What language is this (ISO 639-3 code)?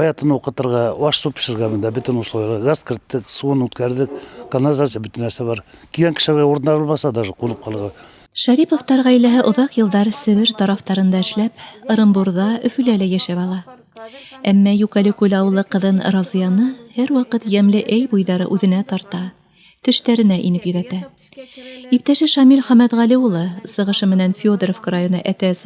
bak